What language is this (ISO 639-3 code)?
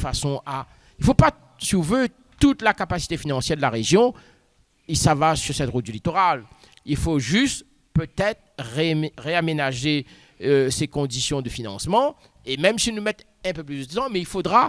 rcf